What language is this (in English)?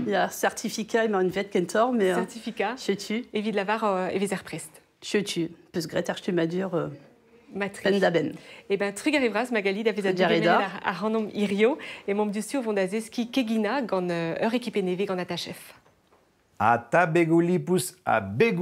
Breton